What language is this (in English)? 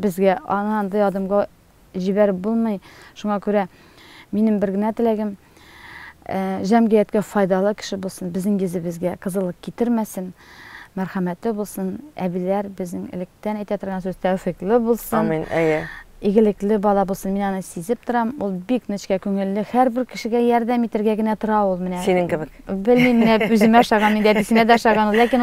Tatar